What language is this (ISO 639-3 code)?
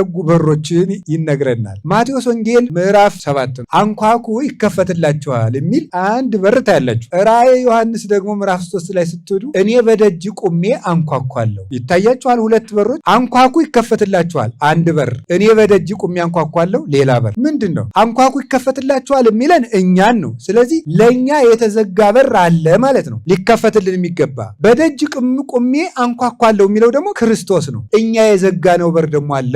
amh